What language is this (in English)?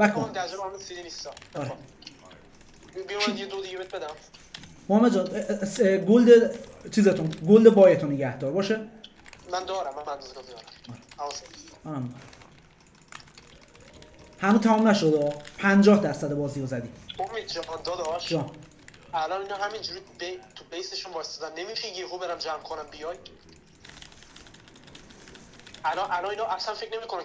Persian